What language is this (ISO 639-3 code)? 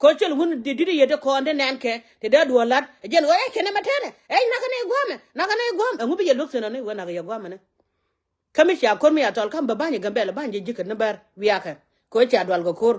nus